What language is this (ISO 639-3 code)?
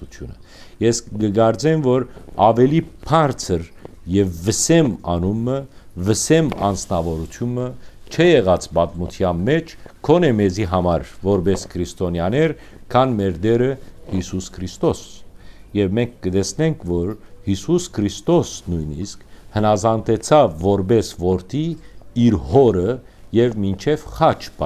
hyw